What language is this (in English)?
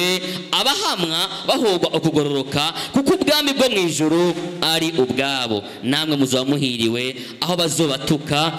Rundi